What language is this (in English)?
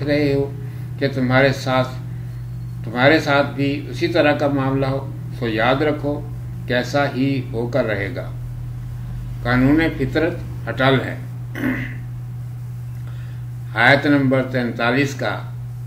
Urdu